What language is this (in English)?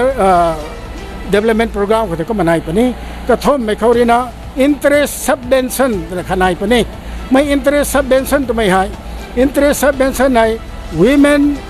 Rongmei Naga